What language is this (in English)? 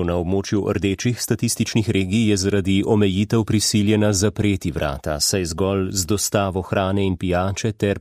Slovenian